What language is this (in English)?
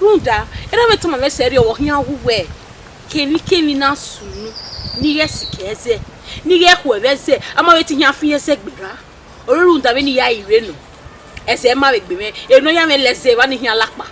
Bini